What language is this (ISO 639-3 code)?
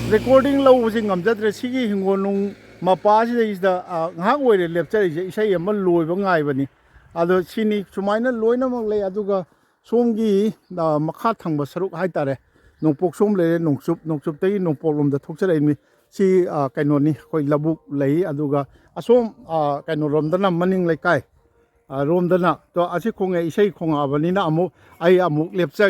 mni